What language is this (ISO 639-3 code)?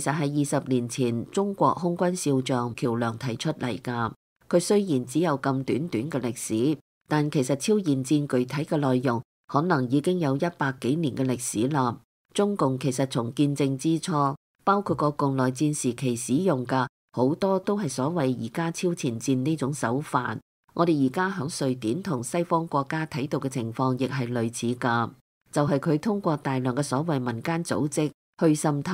yue